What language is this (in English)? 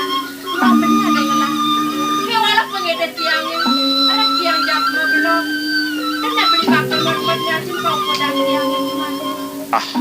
Balinese